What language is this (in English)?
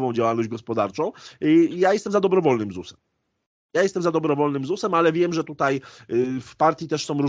Polish